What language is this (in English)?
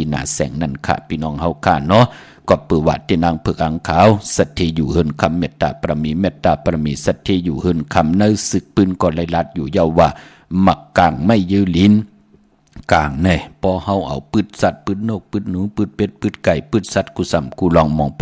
Shan